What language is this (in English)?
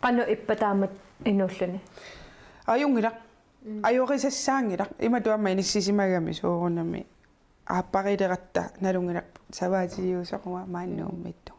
Kalaallisut